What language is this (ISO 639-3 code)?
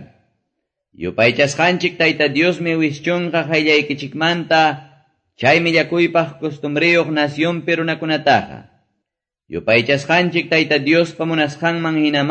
que